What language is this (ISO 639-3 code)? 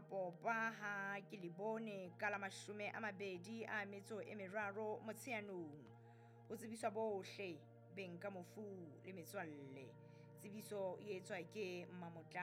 sot